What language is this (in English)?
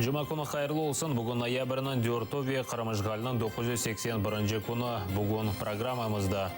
Crimean Tatar